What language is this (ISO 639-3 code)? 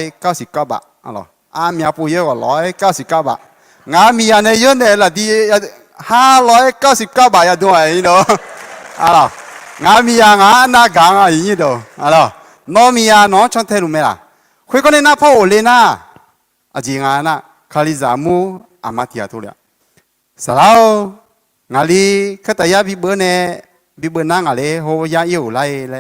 ahk